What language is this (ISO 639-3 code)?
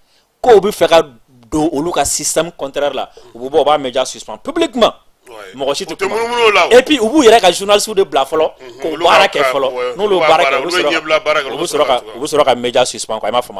bam